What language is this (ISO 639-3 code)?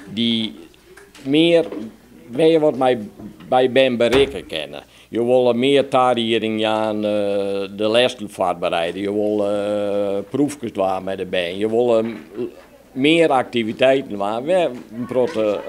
fry